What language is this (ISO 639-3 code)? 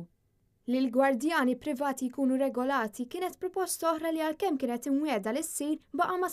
mlt